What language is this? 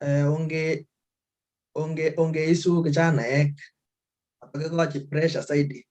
Kalenjin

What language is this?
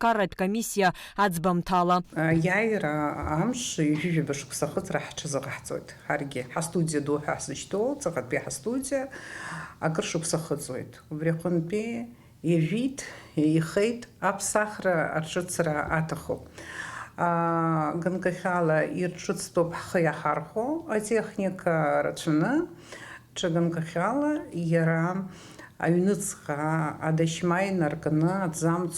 Abkhazian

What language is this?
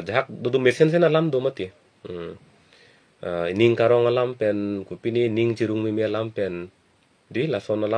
Karbi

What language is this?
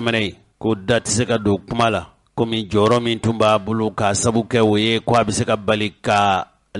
Bambara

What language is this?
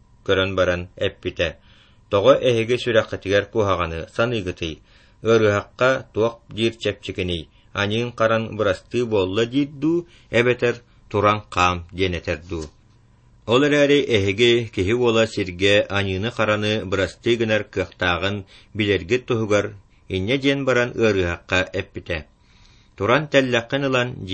Yakut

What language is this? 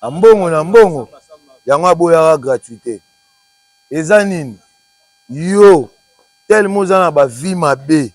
Lingala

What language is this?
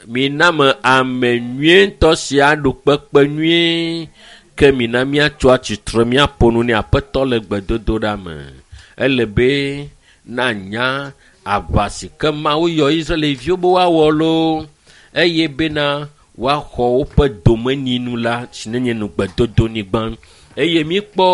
Ewe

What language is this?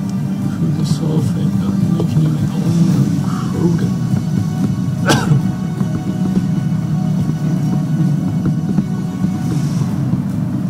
English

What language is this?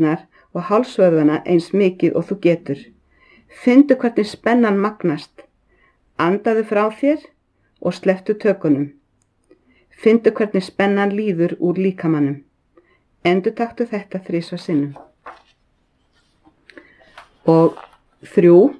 Icelandic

